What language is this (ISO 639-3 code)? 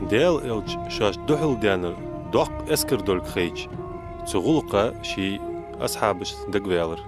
inh